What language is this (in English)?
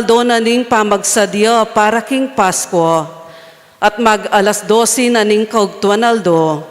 Pampanga